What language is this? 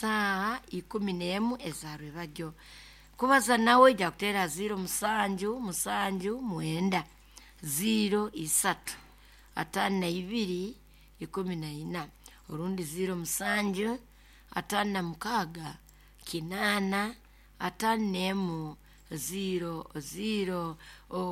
Nyoro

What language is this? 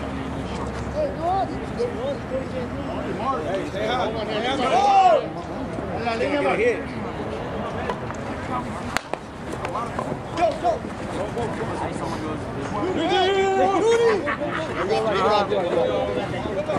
English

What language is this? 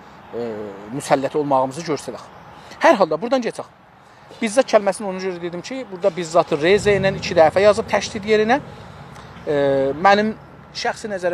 South Azerbaijani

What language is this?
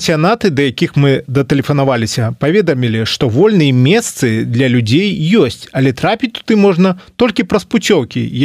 Belarusian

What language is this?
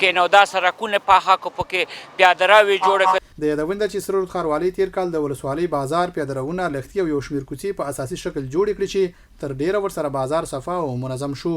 Pashto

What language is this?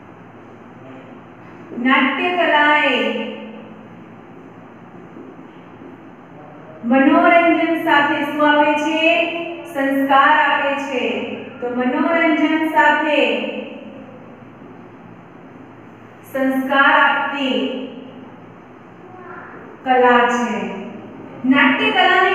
Gujarati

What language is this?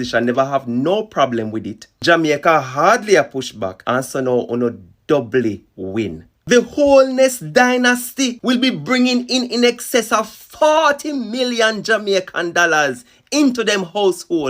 Jamaican Creole English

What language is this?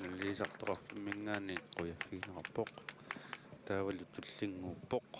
Kalaallisut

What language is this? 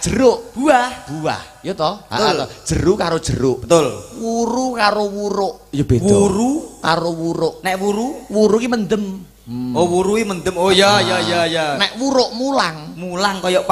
Javanese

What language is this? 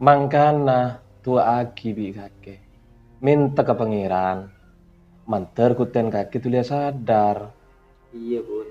Madurese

